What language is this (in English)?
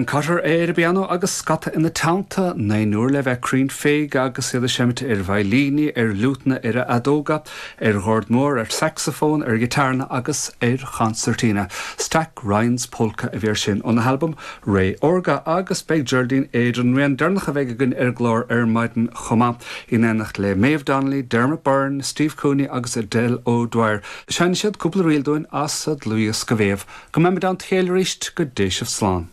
Irish